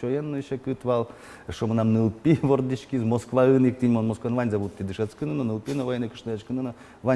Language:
Udmurt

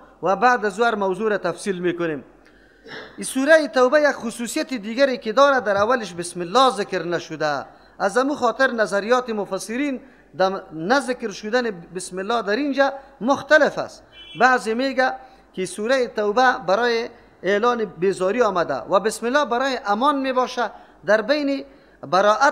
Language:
Persian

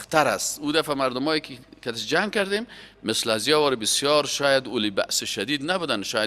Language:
Persian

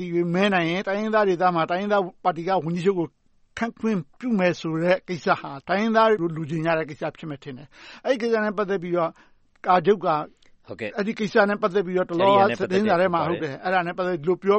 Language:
Burmese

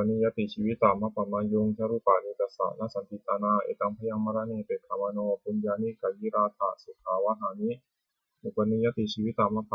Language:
Pali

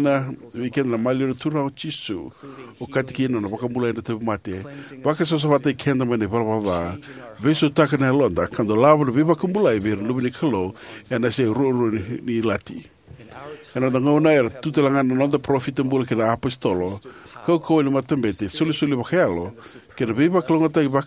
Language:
Fijian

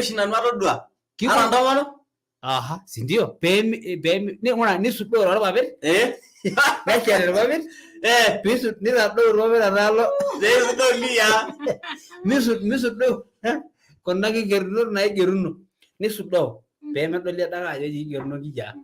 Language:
Masai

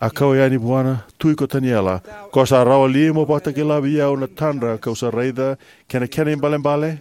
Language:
Fijian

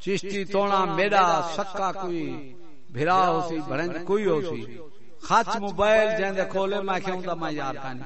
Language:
Saraiki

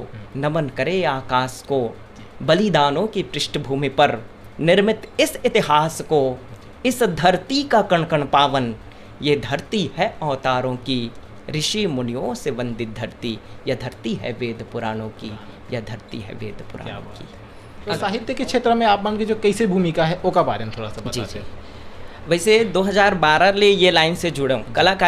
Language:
Chhattisgarhi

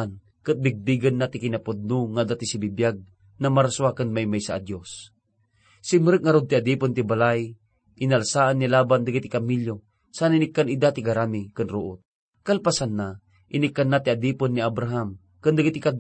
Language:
Iloko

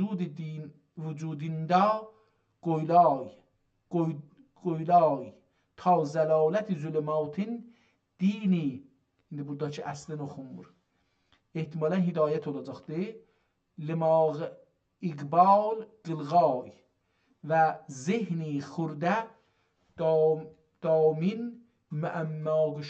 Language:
South Azerbaijani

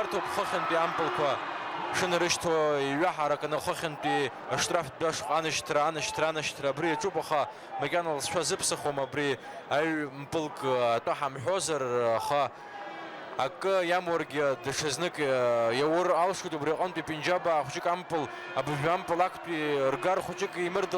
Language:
Abkhazian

